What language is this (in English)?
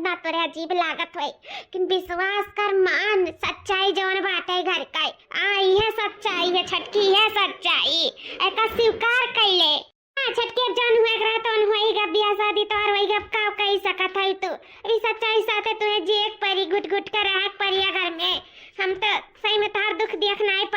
Awadhi